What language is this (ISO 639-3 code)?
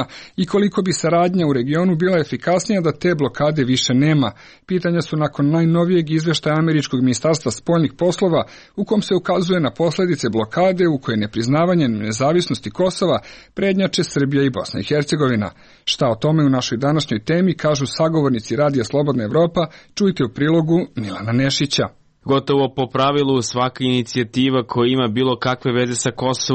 srp